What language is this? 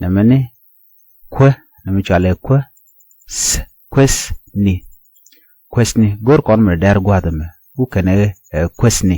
Nuer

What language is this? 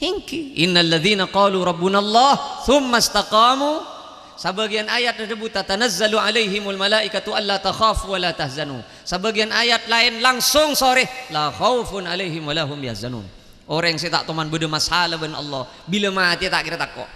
Madurese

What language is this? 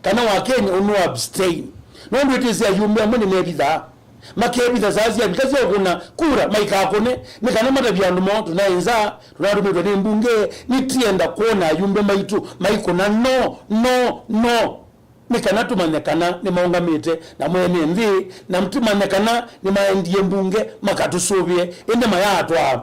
Kamba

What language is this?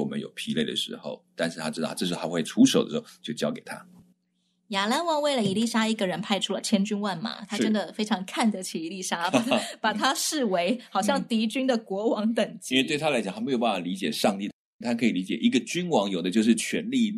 Chinese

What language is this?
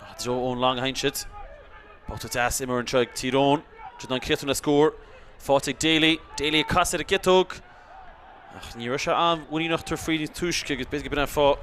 Irish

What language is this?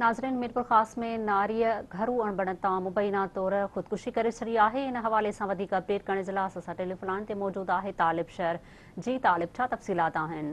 Sindhi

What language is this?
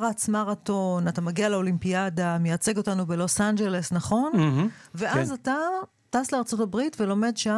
Hebrew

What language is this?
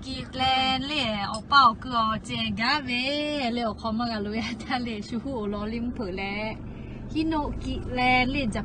Lahu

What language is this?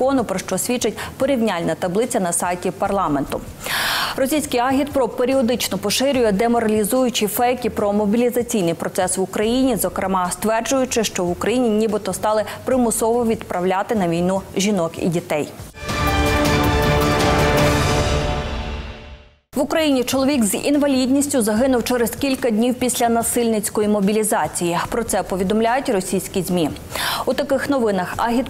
Ukrainian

